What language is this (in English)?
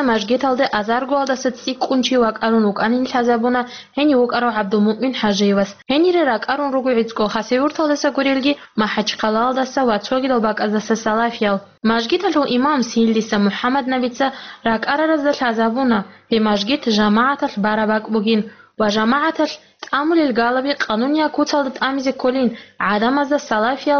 Avaric